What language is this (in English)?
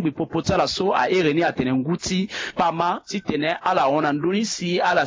Sango